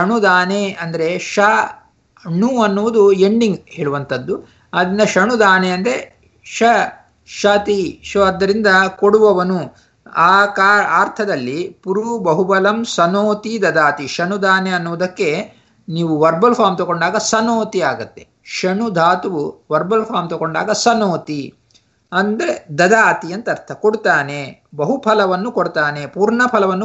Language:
Kannada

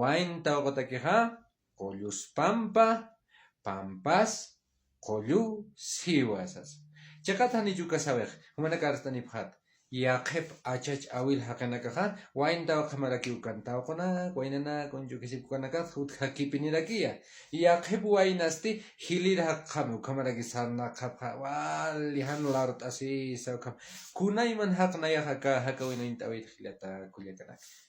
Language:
Aymara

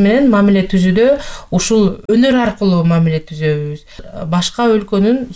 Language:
Kyrgyz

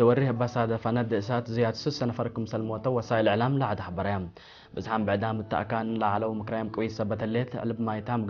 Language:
Tigre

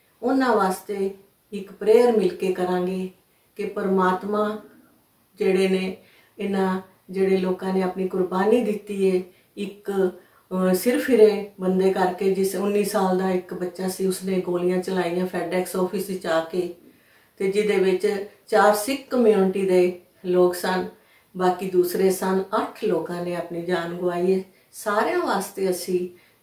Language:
Punjabi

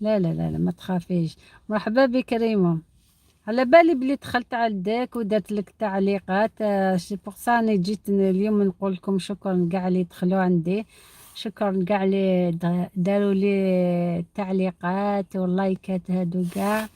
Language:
Algerian Arabic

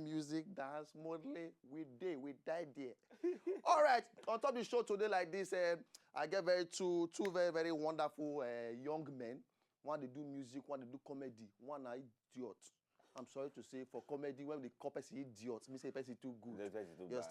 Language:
Nigerian Pidgin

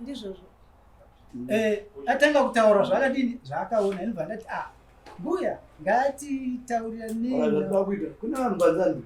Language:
Shona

